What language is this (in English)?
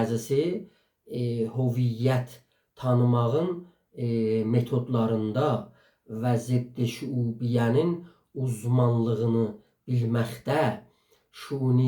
South Azerbaijani